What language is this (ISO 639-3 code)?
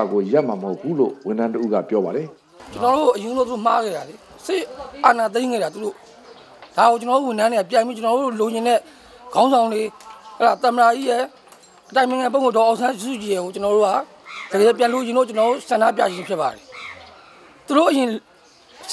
mya